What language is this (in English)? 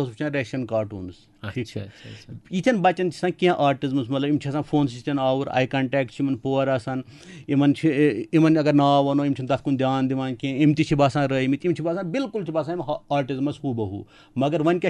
Kashmiri